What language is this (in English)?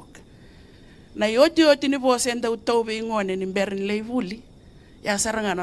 Fijian